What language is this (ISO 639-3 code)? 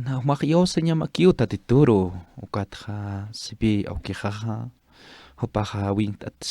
aym